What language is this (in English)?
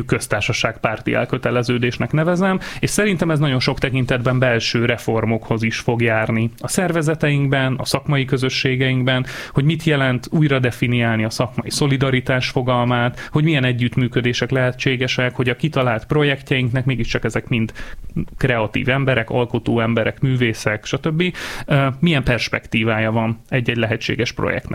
Hungarian